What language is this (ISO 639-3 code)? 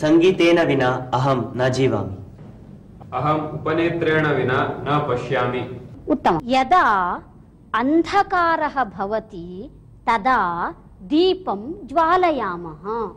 san